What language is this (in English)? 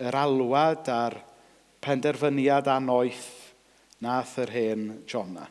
Welsh